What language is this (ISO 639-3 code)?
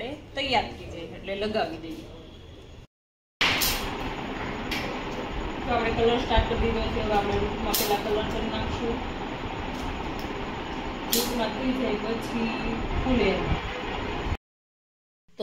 guj